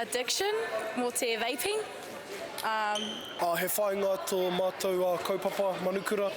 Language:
Māori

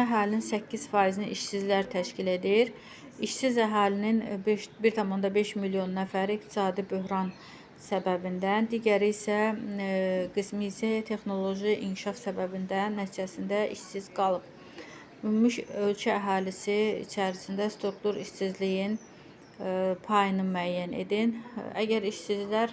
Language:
Azerbaijani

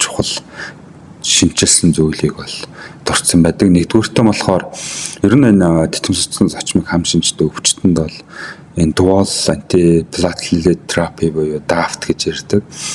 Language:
Mongolian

